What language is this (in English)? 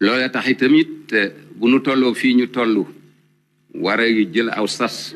Wolof